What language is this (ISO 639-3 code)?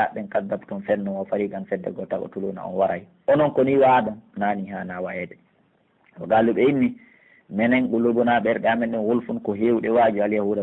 fuf